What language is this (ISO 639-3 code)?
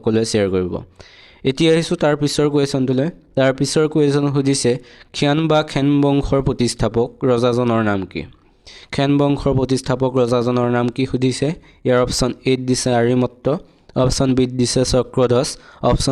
asm